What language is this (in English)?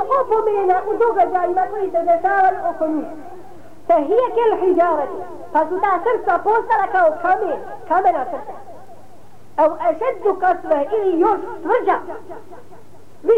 Bosnian